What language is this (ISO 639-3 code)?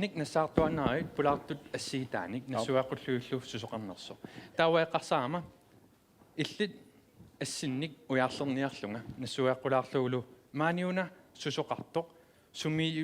kal